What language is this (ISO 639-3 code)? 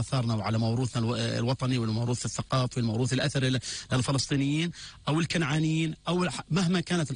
apc